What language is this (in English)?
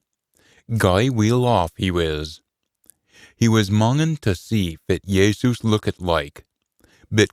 Scots